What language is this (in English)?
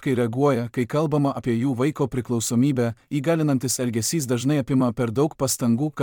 Lithuanian